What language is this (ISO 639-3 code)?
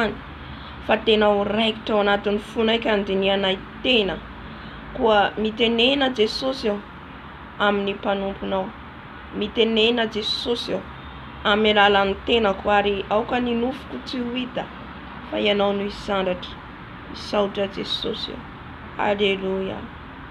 mlg